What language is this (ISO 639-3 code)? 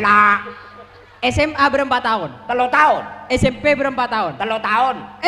mad